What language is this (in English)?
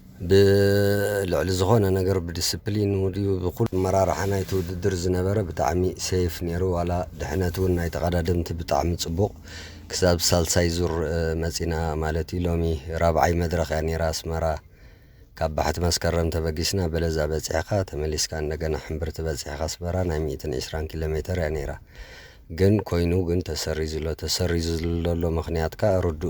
Tigrinya